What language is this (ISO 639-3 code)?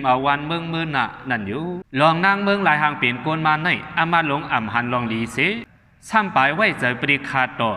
shn